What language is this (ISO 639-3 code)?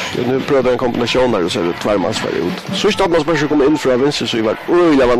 fao